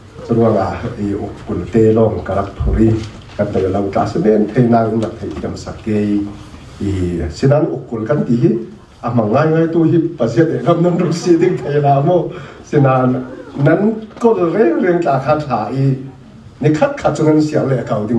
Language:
Falam Chin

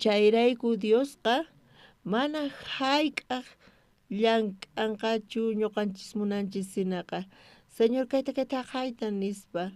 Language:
South Bolivian Quechua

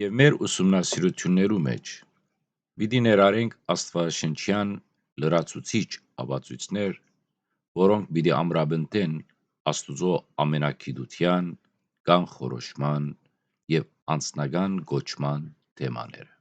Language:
Western Armenian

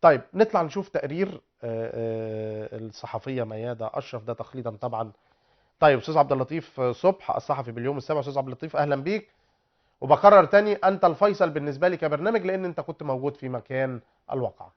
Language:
Egyptian Arabic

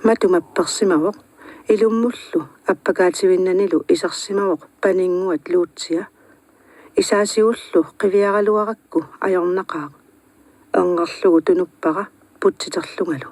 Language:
Kalaallisut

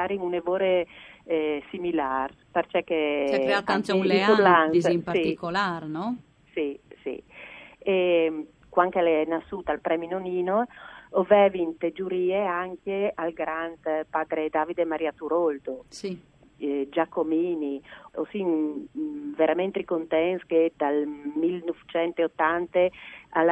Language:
Friulian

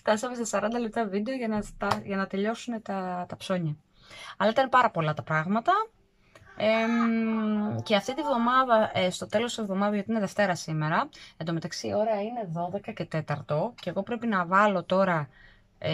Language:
Greek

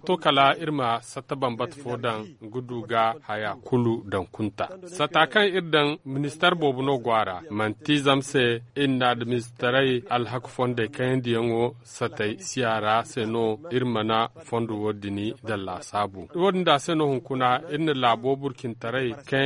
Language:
Zarma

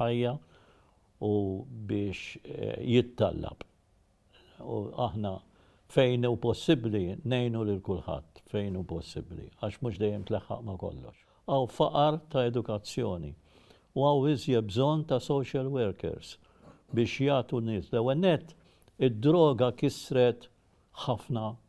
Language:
Maltese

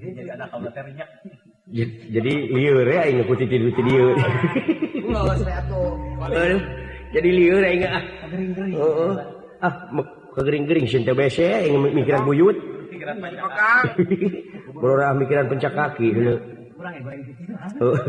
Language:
Sundanese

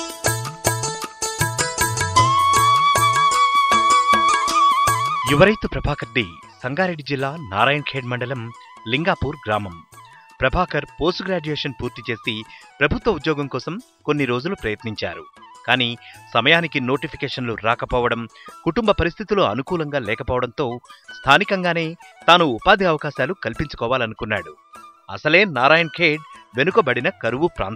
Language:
Telugu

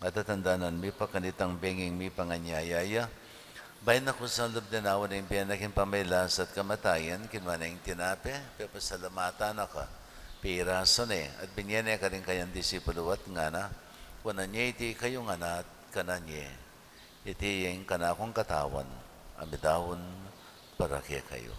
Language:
Pampanga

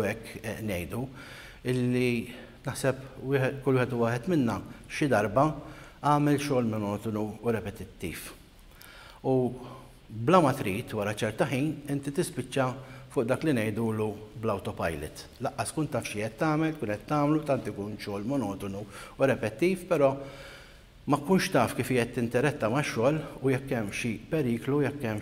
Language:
Maltese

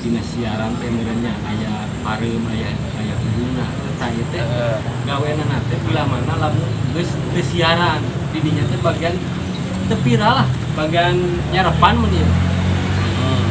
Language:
Sundanese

